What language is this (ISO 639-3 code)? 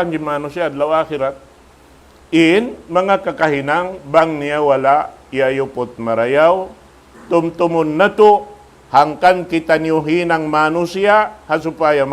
tsg